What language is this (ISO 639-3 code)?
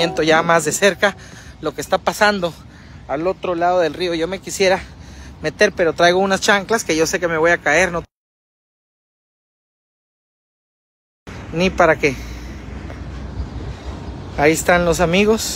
spa